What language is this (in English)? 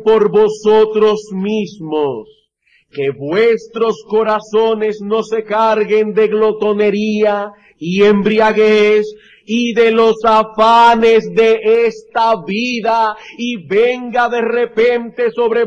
Spanish